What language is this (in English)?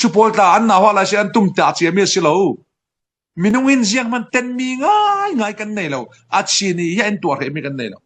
Falam Chin